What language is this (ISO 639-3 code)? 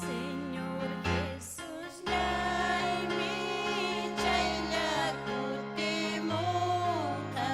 quy